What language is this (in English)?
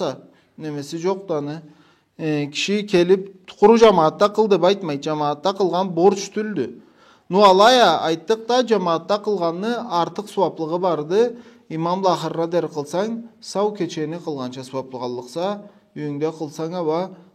Karachay-Balkar